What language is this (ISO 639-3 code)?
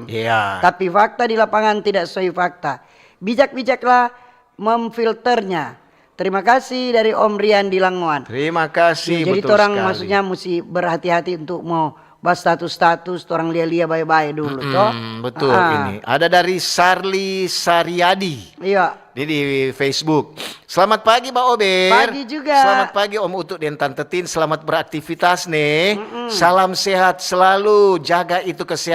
xmm